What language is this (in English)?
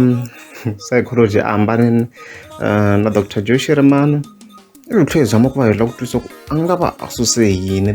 Tsonga